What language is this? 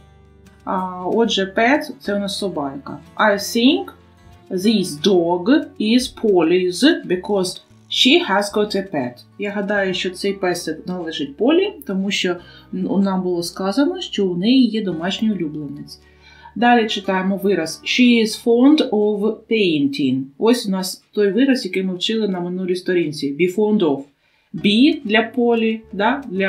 Ukrainian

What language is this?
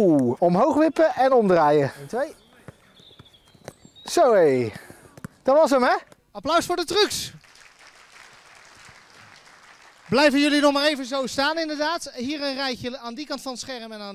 Dutch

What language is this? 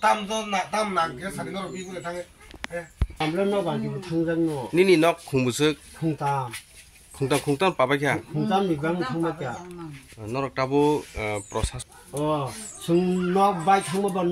Kok Borok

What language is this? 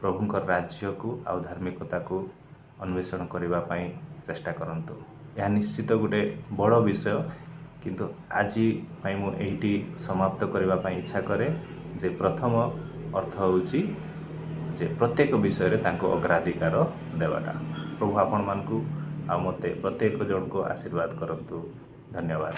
Odia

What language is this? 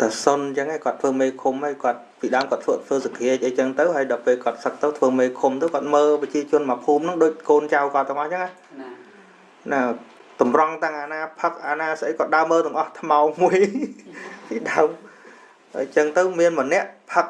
Khmer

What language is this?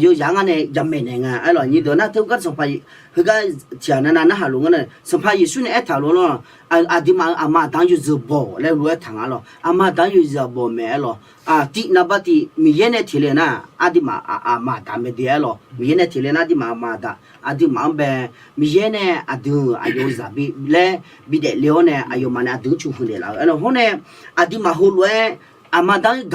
Akha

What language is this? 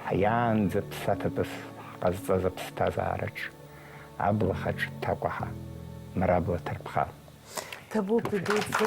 Abkhazian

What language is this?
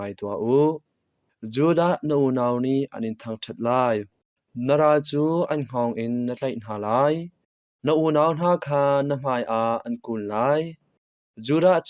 Hakha Chin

